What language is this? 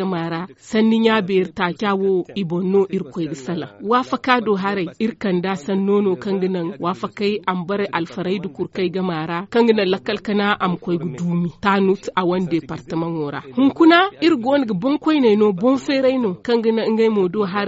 Zarma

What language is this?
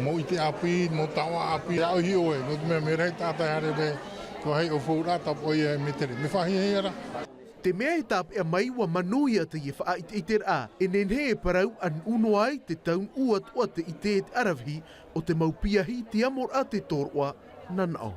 Tahitian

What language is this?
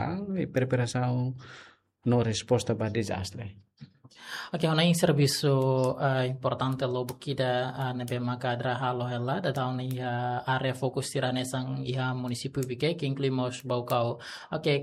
Tetum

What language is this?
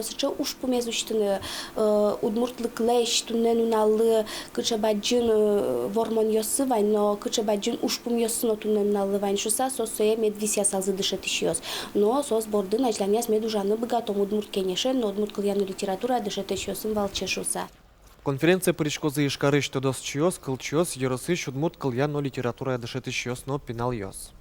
Udmurt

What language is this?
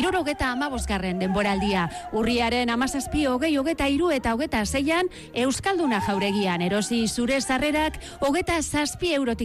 Basque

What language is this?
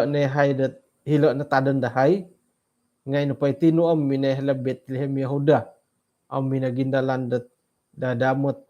Central Dusun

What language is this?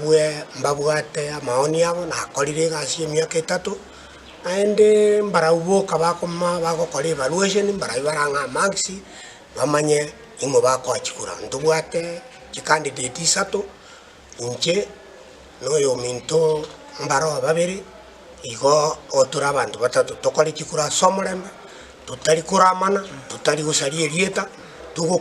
Gusii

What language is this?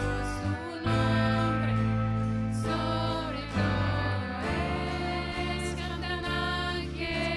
Plautdietsch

